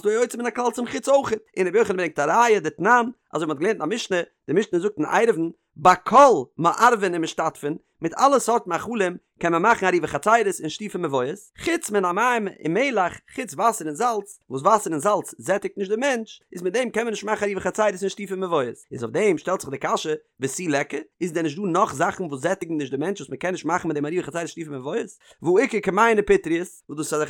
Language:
Yiddish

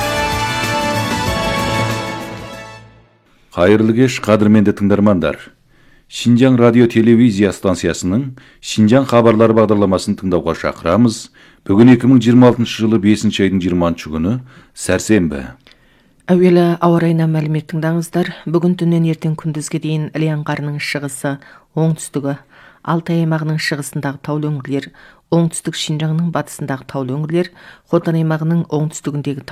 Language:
Kazakh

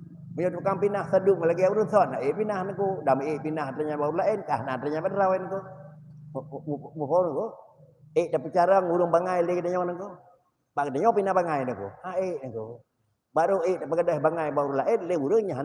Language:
Achinese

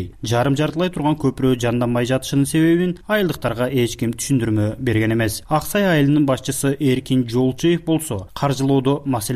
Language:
Kyrgyz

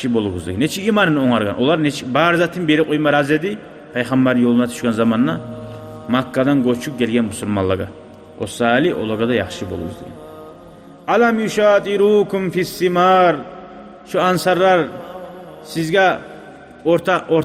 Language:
Kumyk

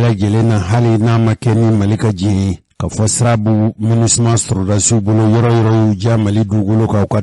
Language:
Bambara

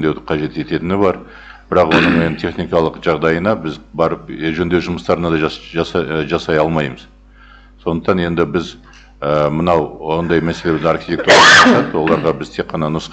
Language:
Kazakh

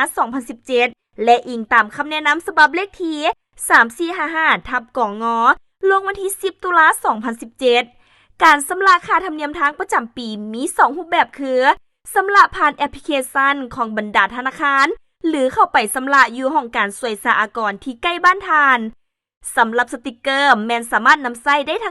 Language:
Lao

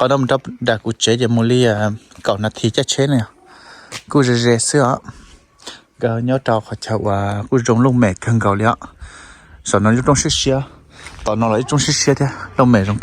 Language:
Hmong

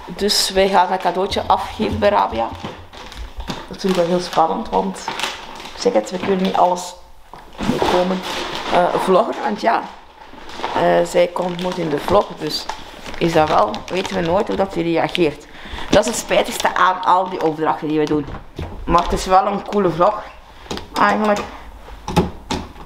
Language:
Dutch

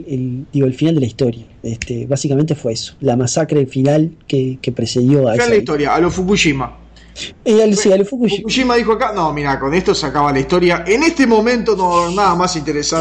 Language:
Spanish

